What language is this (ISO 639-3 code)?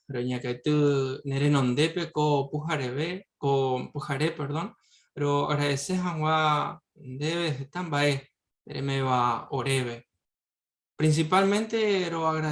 grn